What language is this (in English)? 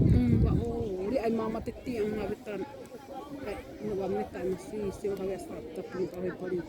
Xavánte